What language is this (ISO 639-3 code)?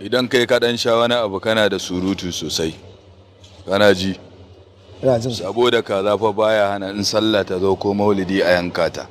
hau